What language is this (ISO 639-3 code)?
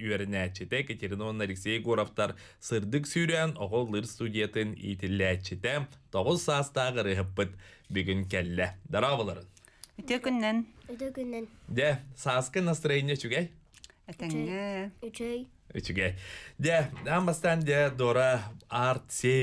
sah